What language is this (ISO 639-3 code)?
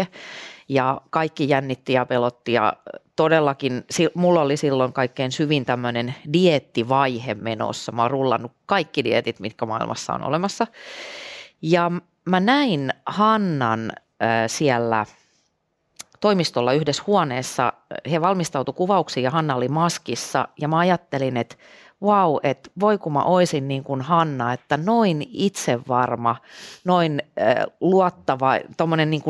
fin